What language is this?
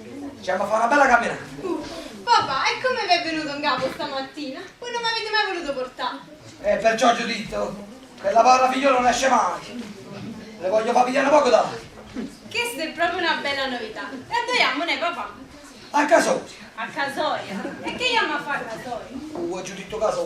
Neapolitan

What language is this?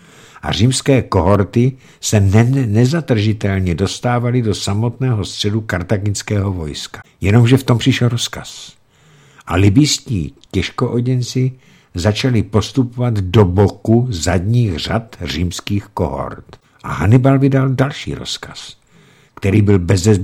Czech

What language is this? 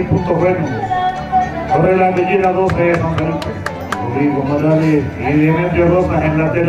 Spanish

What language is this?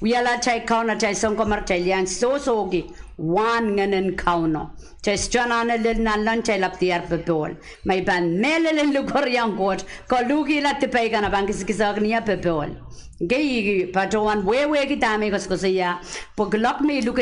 Pohnpeian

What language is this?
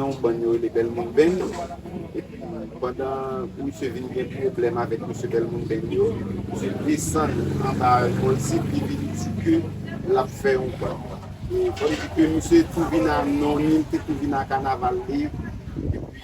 Haitian Creole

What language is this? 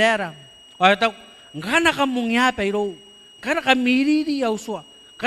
Gilbertese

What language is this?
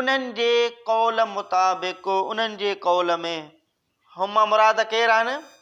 Sindhi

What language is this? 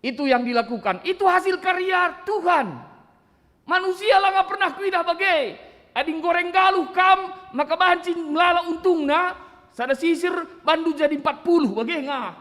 Batak Karo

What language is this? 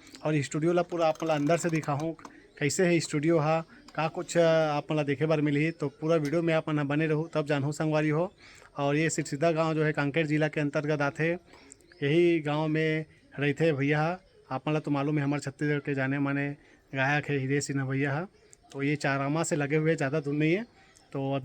Chhattisgarhi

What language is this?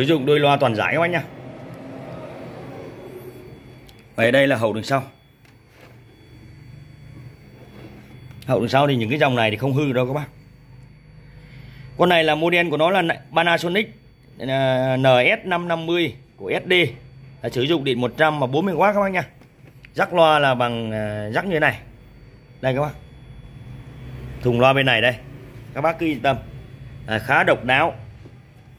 Vietnamese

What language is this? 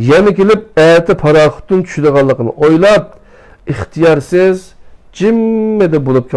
Uyghur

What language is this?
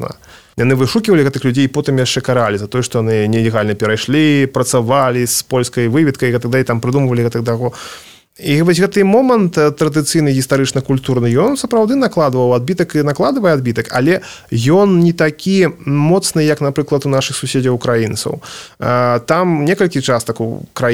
Belarusian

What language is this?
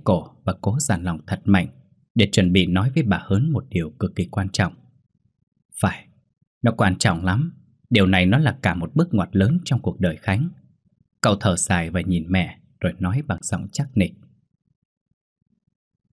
Vietnamese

